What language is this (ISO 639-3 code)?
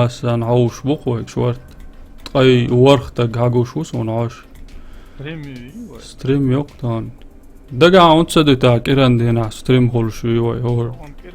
che